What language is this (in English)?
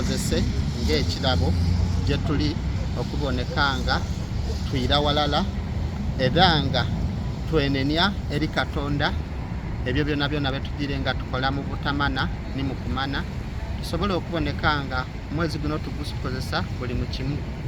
Soga